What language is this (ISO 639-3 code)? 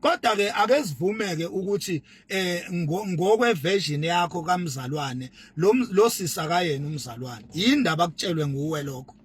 zul